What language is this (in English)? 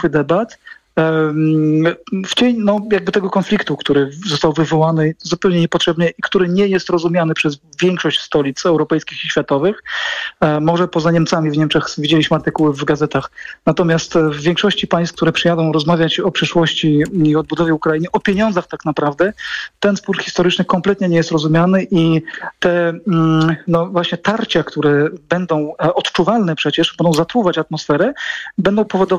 Polish